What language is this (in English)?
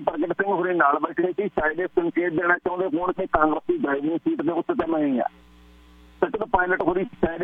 Punjabi